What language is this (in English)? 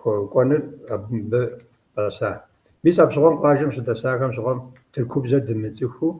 Kabardian